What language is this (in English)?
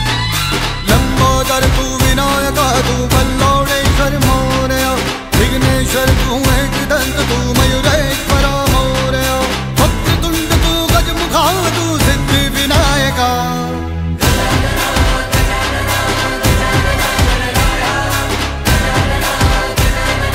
Marathi